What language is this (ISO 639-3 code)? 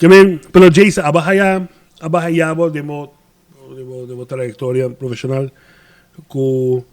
pap